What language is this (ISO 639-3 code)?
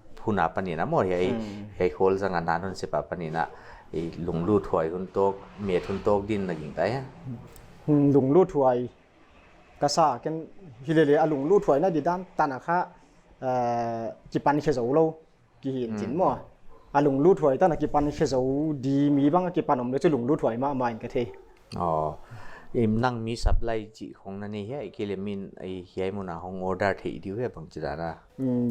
pck